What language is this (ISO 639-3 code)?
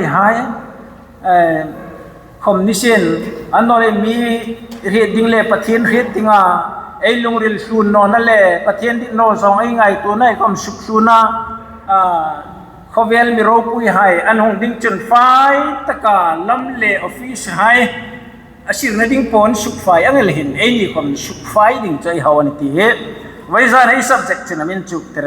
hmr